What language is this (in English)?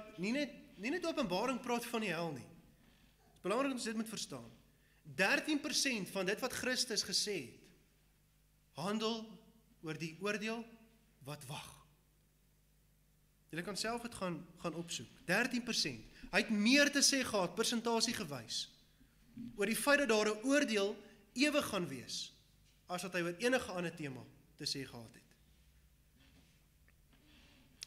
Afrikaans